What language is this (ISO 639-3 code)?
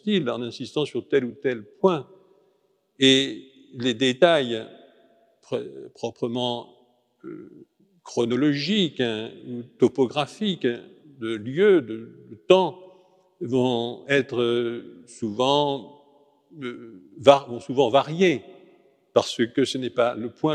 fra